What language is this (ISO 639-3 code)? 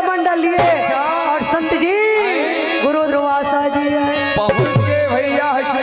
hne